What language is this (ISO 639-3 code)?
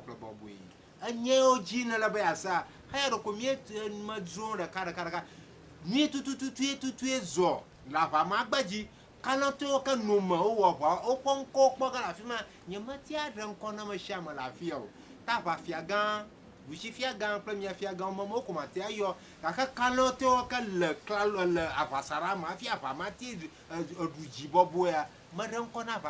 ewe